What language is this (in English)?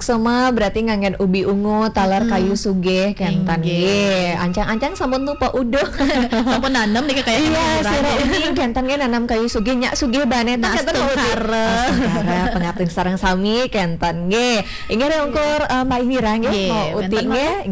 Balinese